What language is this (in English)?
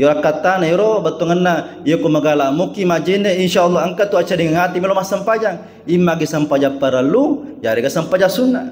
Buginese